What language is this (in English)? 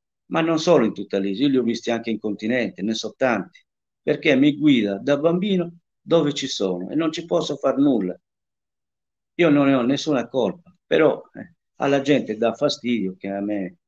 Italian